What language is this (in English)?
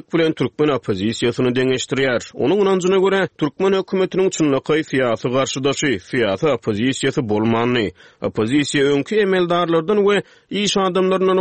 Turkmen